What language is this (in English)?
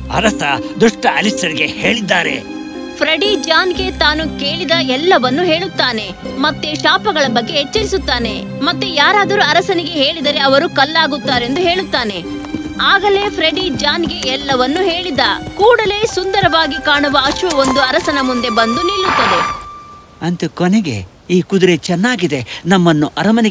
Kannada